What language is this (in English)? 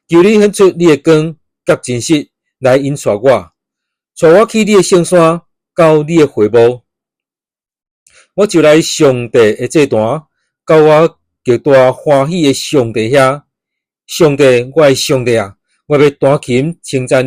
Min Nan Chinese